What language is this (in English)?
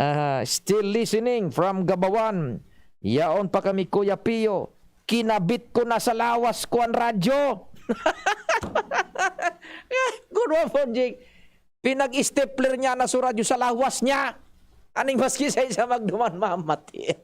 Bikol